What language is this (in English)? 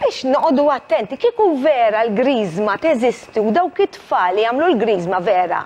Maltese